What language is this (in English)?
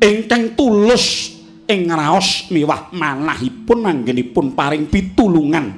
Javanese